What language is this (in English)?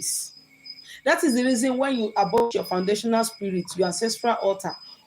Igbo